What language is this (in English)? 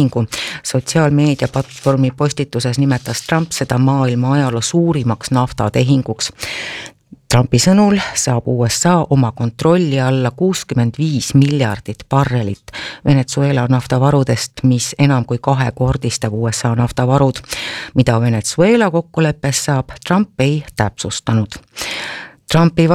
Estonian